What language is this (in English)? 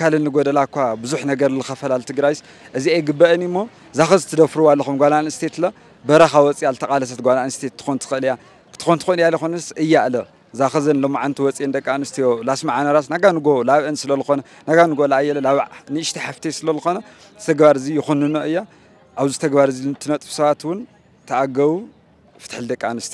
Tigrinya